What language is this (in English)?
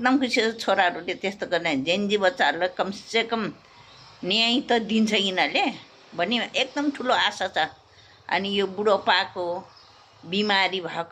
Nepali